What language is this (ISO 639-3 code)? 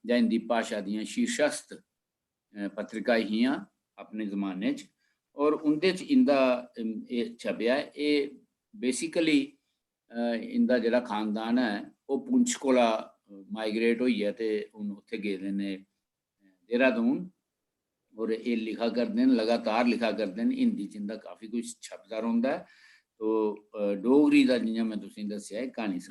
doi